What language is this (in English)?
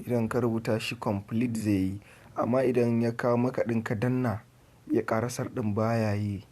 Hausa